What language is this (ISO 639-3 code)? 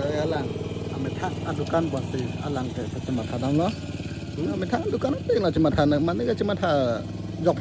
mjw